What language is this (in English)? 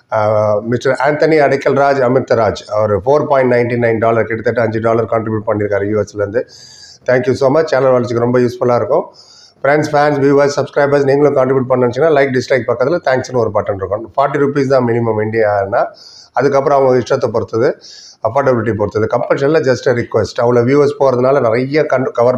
Tamil